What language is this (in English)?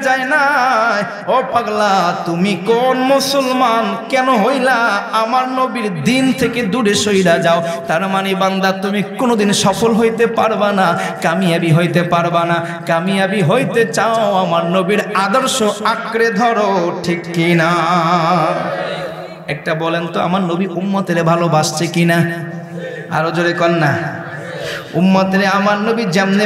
Bangla